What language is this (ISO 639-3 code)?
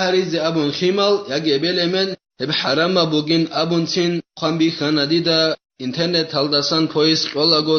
ava